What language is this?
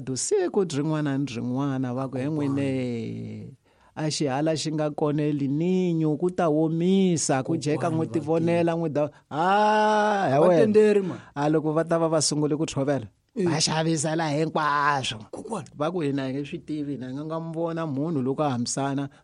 Tsonga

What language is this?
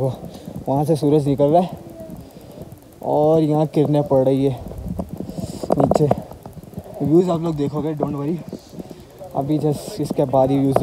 Hindi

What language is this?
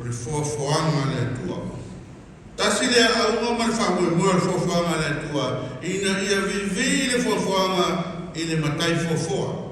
Samoan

